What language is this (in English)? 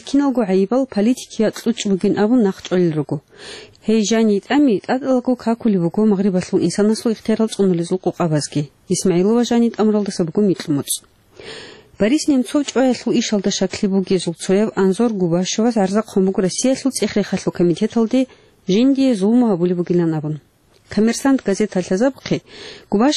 Avaric